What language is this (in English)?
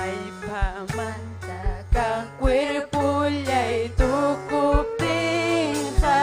Ayacucho Quechua